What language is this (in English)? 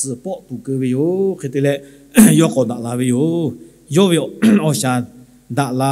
Lahu